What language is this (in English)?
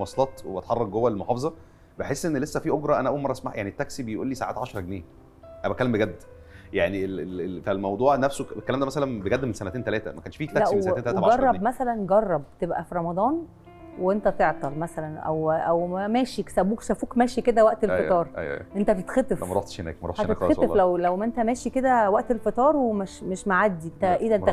Egyptian Arabic